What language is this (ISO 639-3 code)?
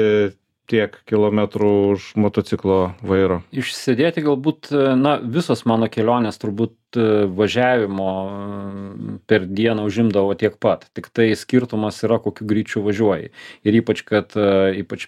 lit